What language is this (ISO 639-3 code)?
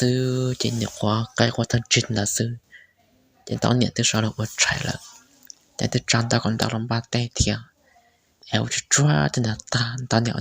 hmn